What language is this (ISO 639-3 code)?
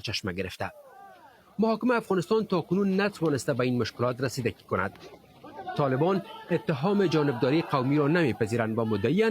fas